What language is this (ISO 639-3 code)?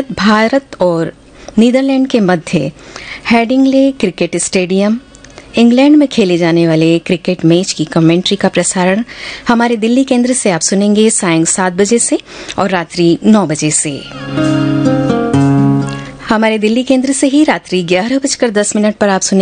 hin